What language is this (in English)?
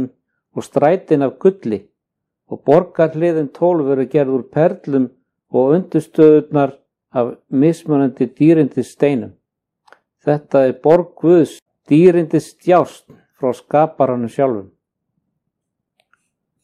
Icelandic